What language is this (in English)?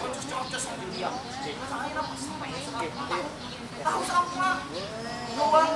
Banjar